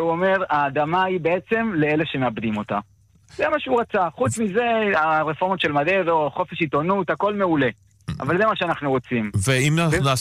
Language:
Hebrew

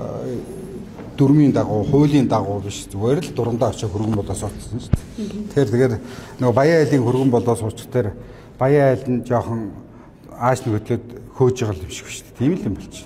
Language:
Mongolian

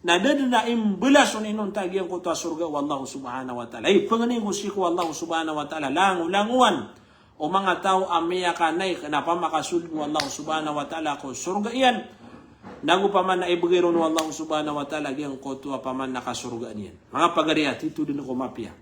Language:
Maranao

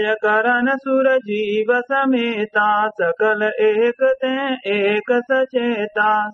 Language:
Awadhi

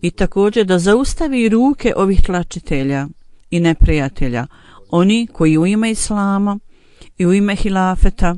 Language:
Bosnian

